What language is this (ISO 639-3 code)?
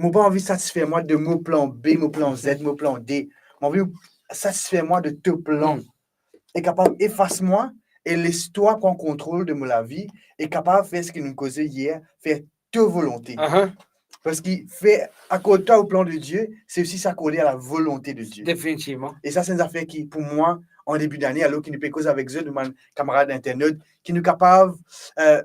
mfe